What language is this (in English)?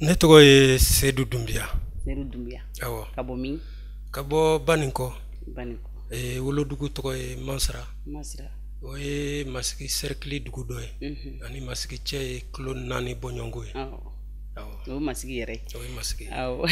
Bambara